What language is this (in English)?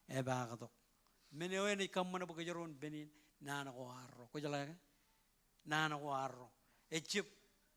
Marshallese